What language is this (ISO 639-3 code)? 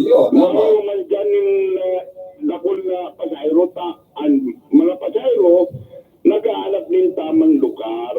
bik